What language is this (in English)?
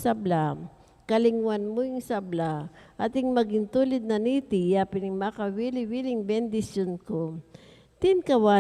Pampanga